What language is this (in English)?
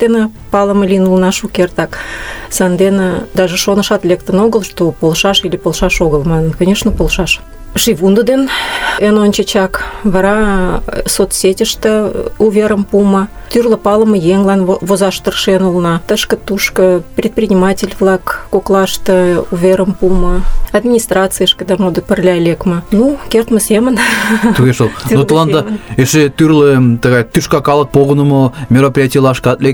Mari